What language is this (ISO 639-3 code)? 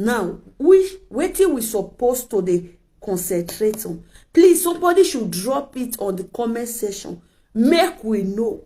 pcm